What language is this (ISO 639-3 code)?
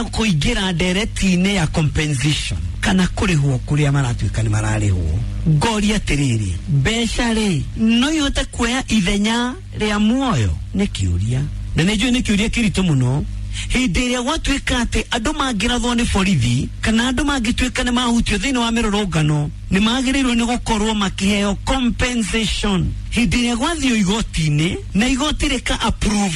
kik